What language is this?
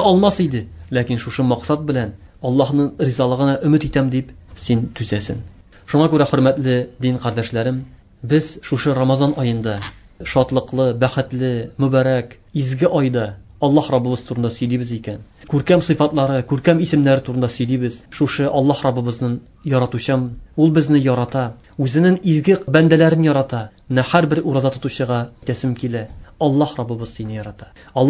Tatar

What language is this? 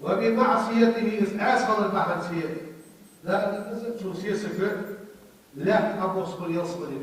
Ingush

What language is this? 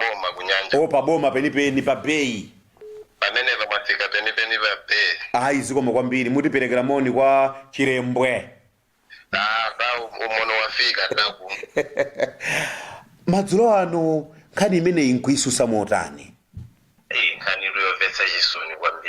Nyanja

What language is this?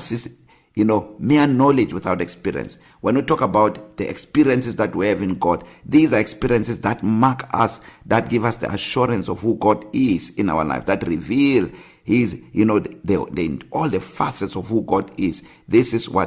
English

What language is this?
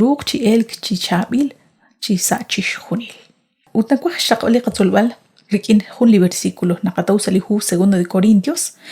Kekchí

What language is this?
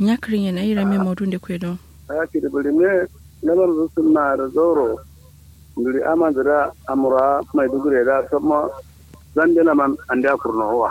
Kanuri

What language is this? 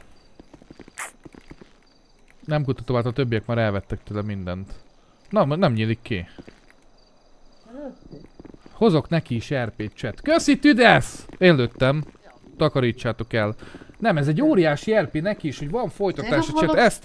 Hungarian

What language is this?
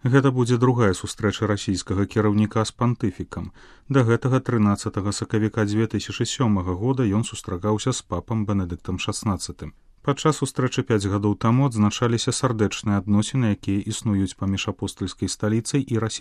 Belarusian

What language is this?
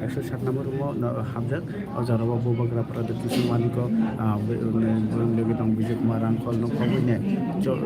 Kok Borok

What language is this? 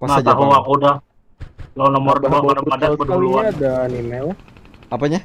Banjar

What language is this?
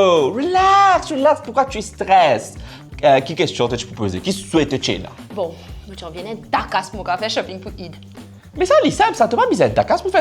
Morisyen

